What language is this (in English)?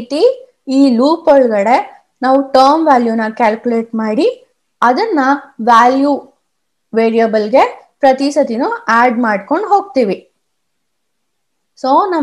Kannada